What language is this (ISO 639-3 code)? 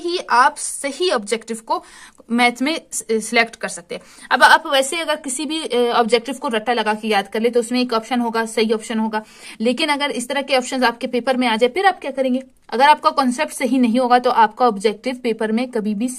hin